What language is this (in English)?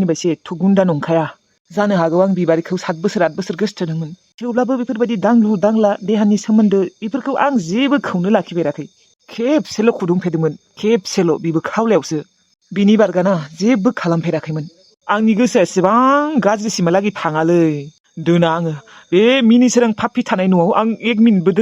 Bodo